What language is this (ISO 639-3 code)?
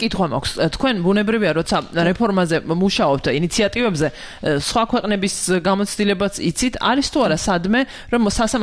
kat